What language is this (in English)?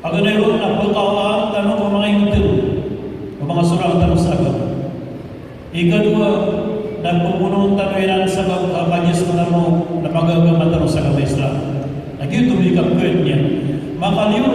Maranao